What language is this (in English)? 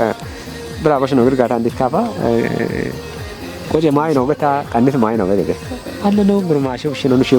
Kafa